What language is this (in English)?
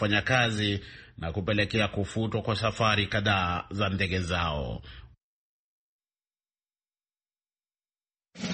Swahili